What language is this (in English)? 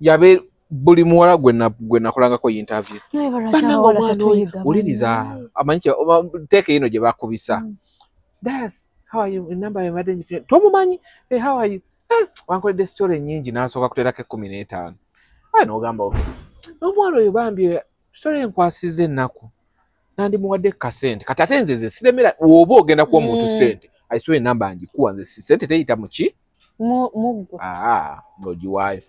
Ganda